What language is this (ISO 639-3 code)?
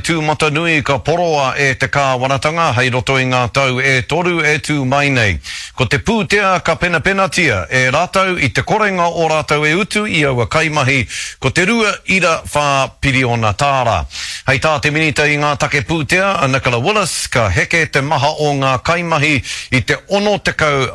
mri